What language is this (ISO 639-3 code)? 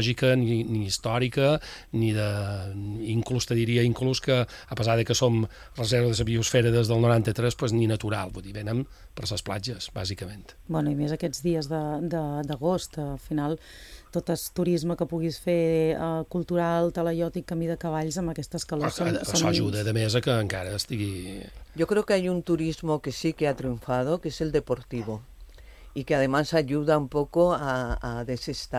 cat